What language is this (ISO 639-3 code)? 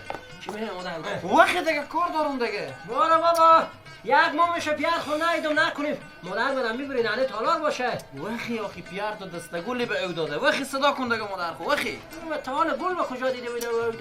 fas